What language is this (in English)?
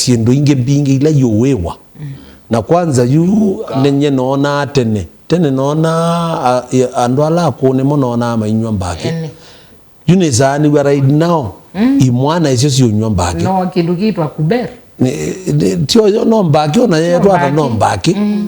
Kamba